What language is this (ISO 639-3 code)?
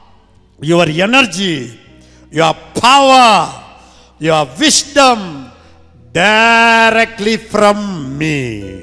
tam